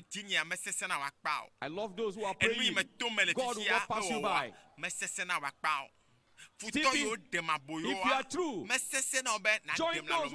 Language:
Ewe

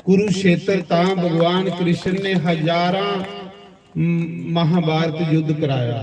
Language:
Dogri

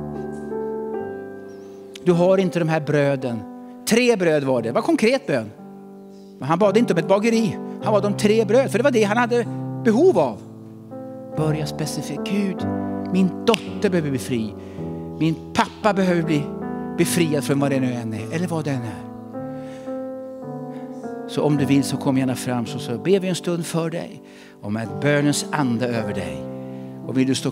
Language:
Swedish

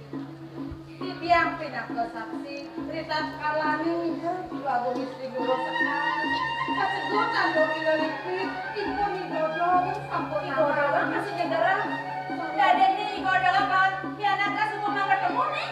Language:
Balinese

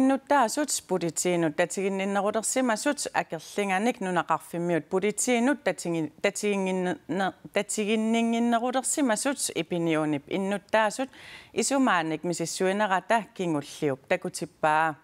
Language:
Kalaallisut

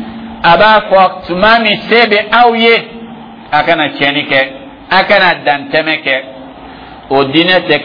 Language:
Dyula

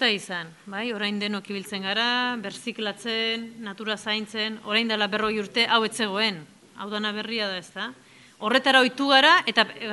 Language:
Basque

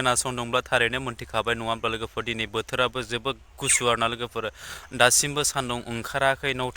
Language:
Bodo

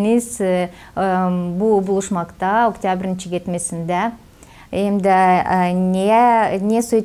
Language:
Gagauz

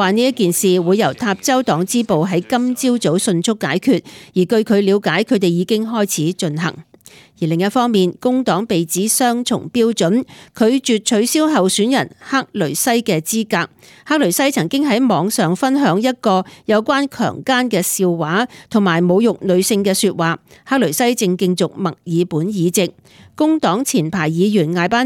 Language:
Cantonese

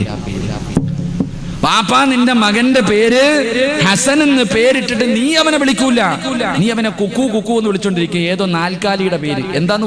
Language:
Malayalam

